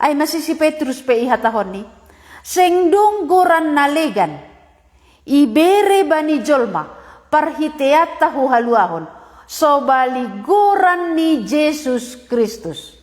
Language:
Batak Simalungun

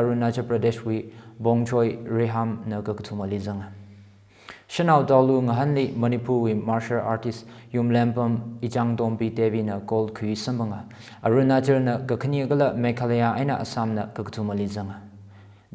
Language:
Tangkhul Naga (India)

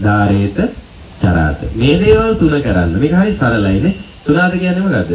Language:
Sinhala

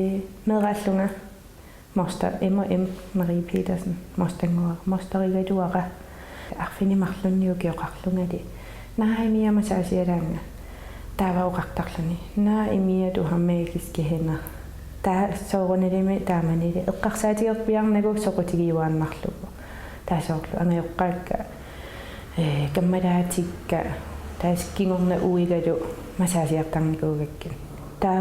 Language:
Kalaallisut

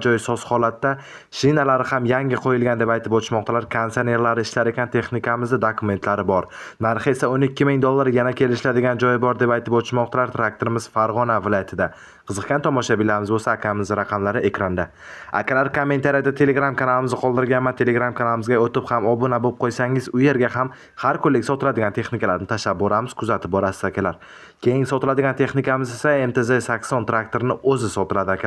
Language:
Uzbek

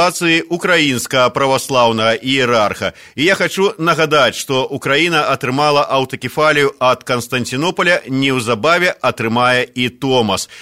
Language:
Belarusian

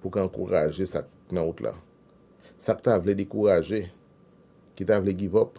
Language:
Haitian Creole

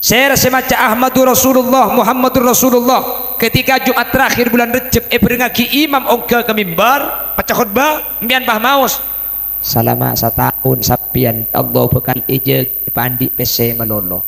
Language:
Madurese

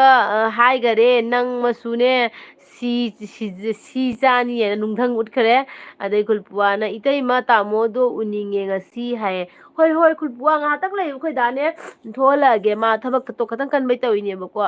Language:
Manipuri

